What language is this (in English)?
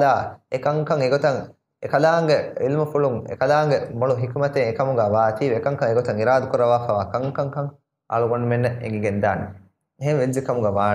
Divehi